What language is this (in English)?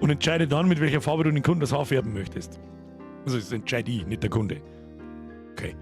Bavarian